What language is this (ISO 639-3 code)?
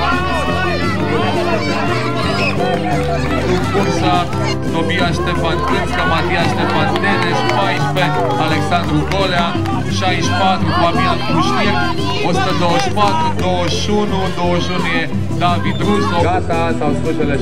ron